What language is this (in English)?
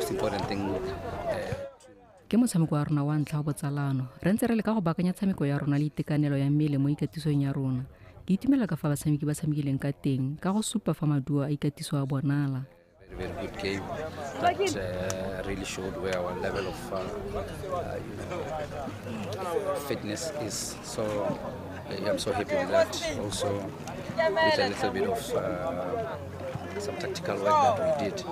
Tswana